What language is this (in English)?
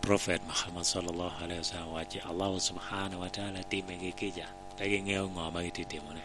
Lango (Uganda)